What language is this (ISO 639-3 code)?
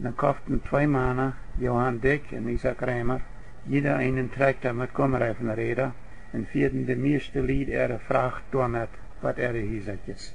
pdt